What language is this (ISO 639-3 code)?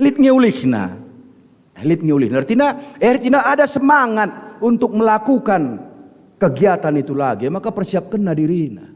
btx